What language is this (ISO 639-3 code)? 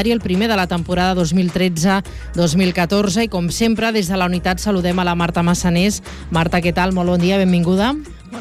cat